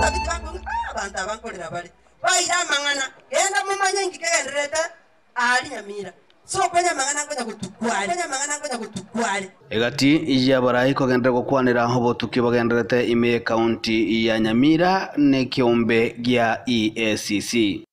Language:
Gusii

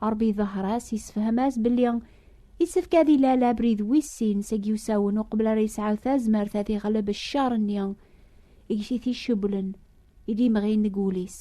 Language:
Kabyle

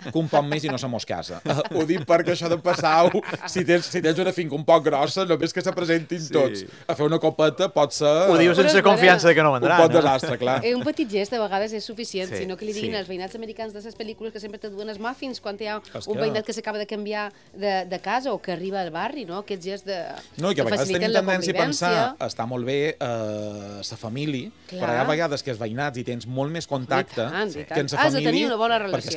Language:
Catalan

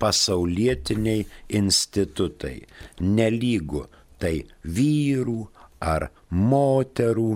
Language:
Lithuanian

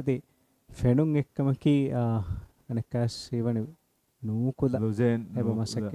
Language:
Divehi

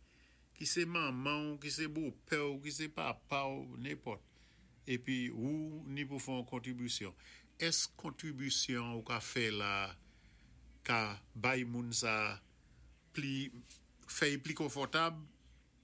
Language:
Saint Lucian Creole French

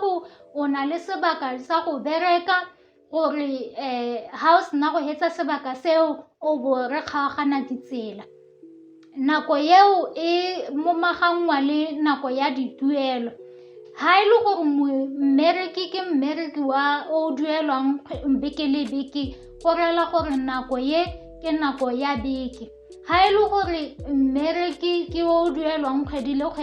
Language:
Tswana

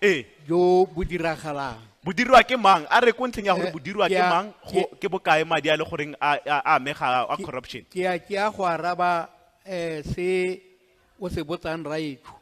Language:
Tswana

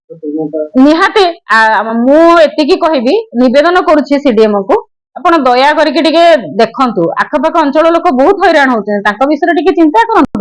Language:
Odia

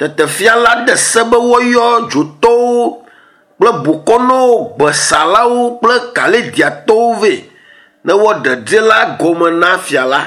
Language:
Ewe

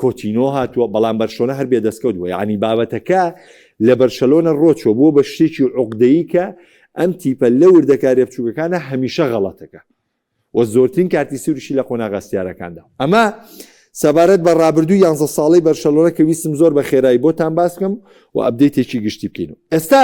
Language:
Central Kurdish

